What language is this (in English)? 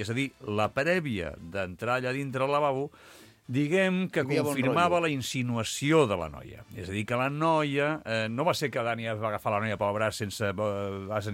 Catalan